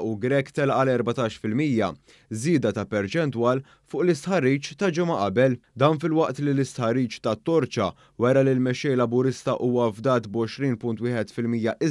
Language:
Maltese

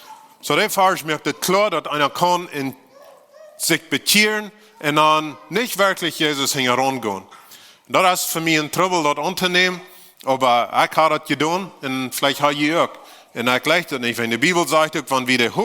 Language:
Plautdietsch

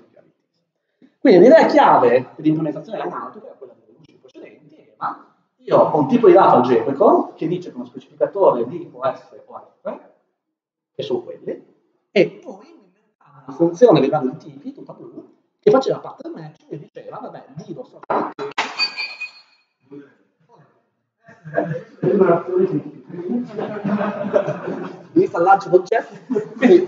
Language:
Italian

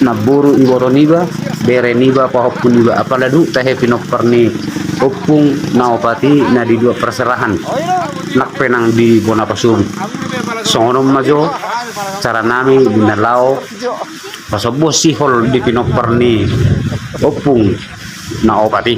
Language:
Batak Toba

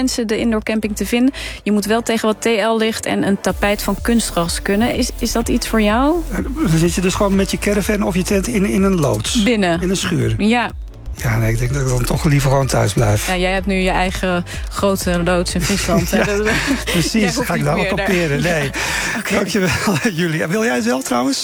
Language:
Dutch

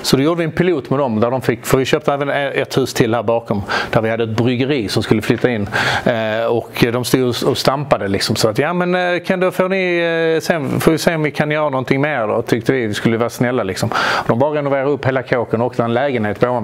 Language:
Swedish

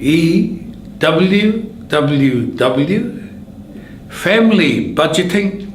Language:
Māori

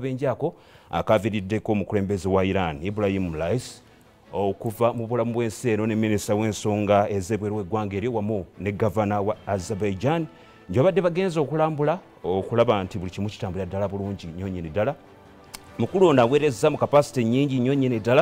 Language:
Ganda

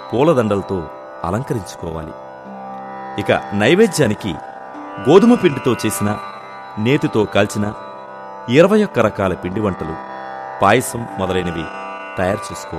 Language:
Telugu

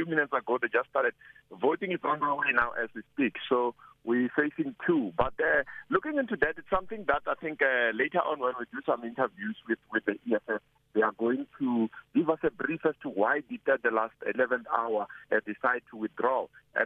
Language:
English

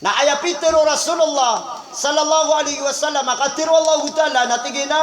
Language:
Maranao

